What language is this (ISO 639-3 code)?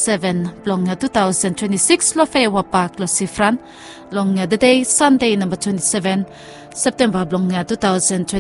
bis